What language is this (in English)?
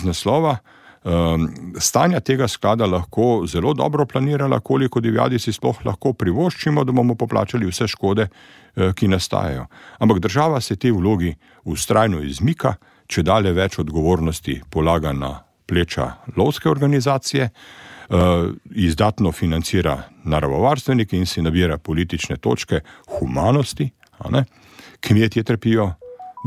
Slovenian